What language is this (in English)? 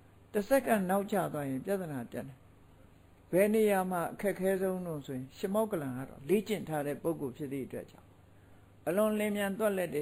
Burmese